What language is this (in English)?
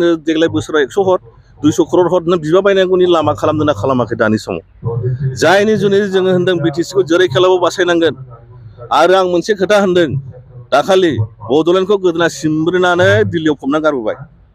Bodo